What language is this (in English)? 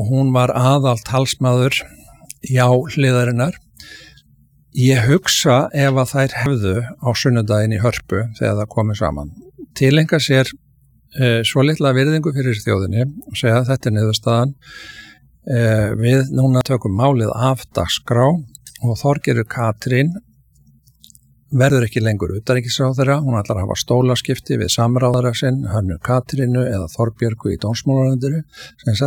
Icelandic